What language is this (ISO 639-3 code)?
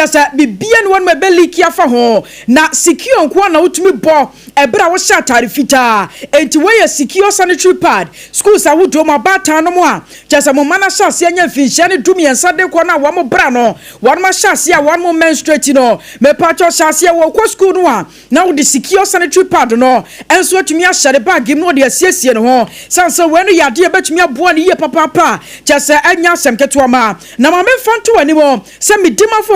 aka